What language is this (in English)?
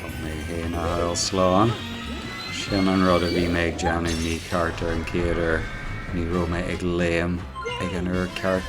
Irish